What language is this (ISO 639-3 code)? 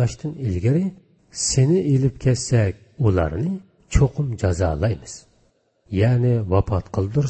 uig